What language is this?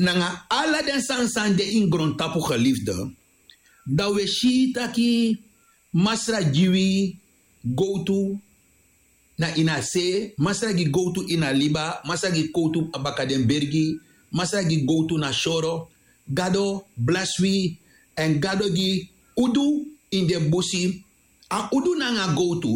Sranan Tongo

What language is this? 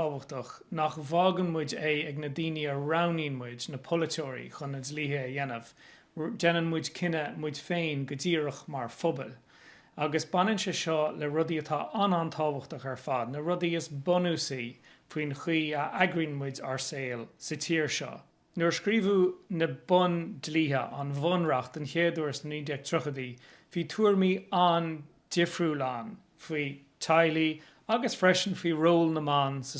Irish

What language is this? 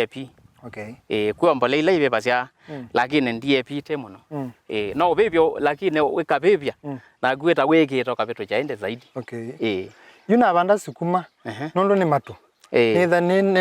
Kamba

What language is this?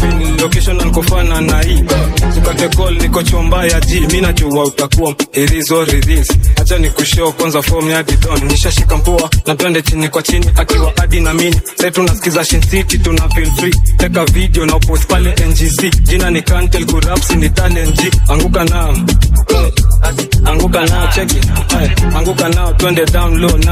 Swahili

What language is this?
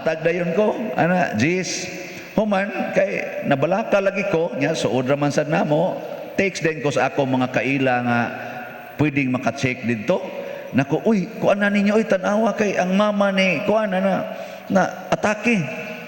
Cebuano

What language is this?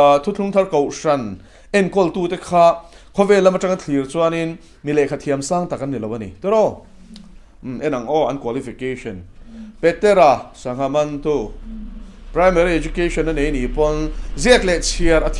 Mizo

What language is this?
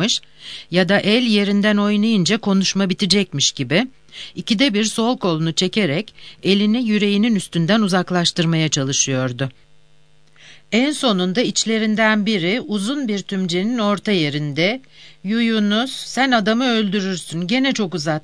Turkish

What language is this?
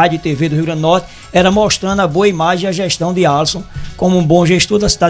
Portuguese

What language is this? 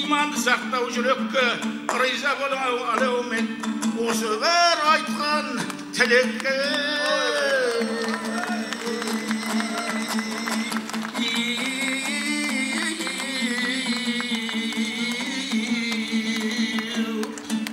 Kazakh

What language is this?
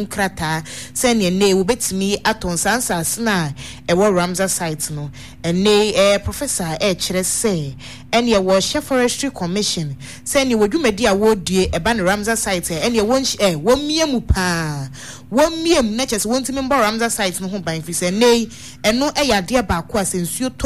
Akan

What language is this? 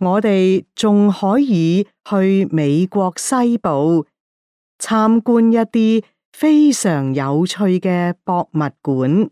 Cantonese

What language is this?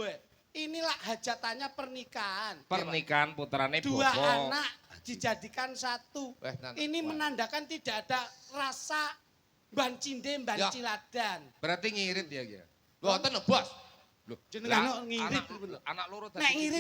Javanese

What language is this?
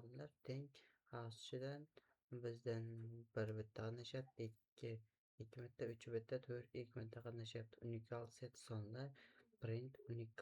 Uzbek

